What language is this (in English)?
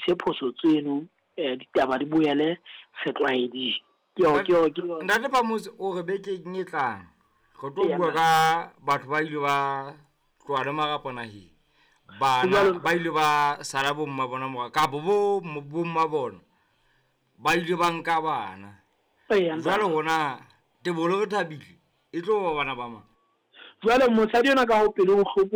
Southern Sotho